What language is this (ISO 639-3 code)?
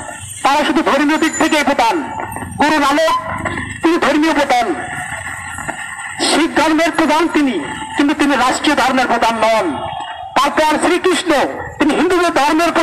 ben